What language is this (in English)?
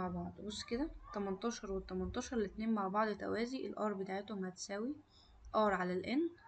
Egyptian Arabic